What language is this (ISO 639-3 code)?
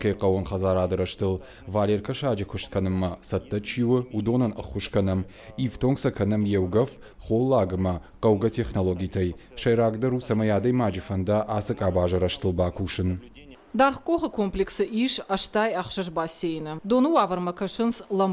oss